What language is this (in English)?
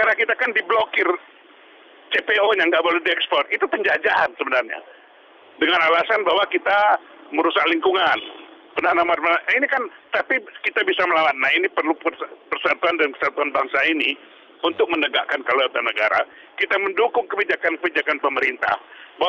Indonesian